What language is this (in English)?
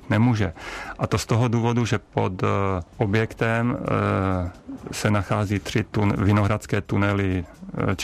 Czech